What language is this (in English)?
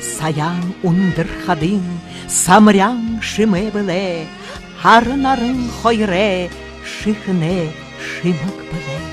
Buriat